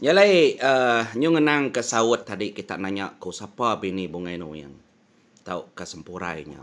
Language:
Iban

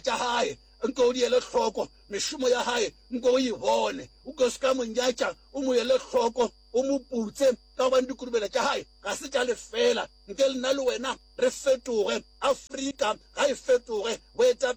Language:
Northern Sotho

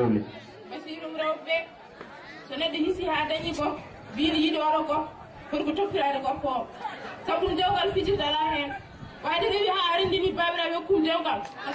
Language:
Fula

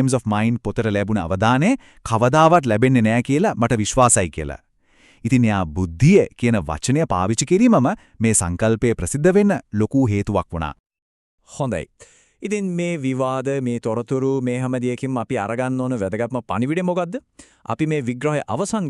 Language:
Sinhala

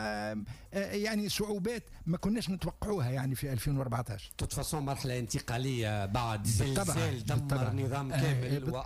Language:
Tunisian Arabic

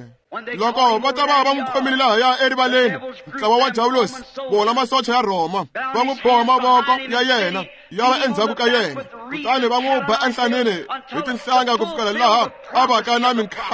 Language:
Tsonga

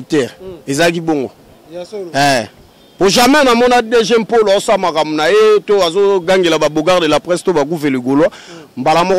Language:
Lingala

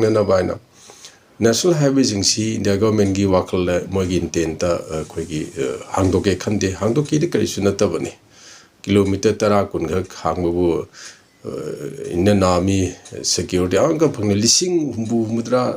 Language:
Manipuri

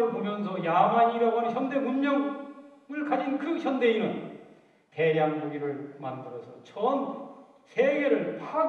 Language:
Korean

